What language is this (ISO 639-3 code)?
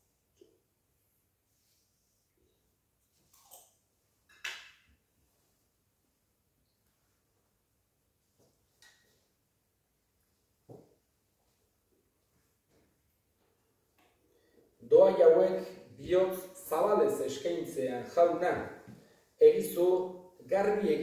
eus